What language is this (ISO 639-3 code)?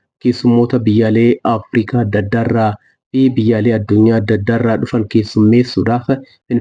orm